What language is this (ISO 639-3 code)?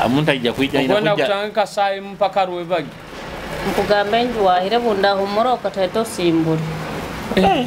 nyo